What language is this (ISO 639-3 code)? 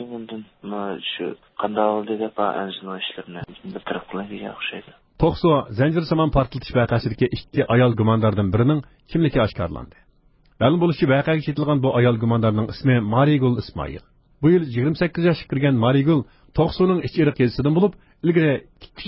uig